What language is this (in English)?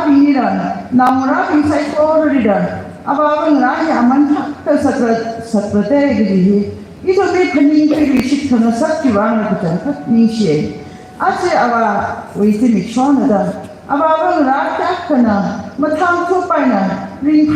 Tangkhul Naga (India)